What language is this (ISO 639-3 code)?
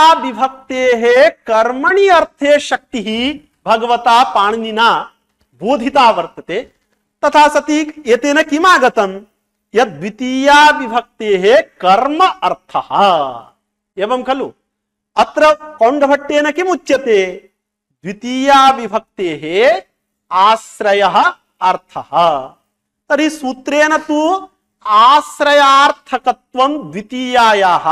san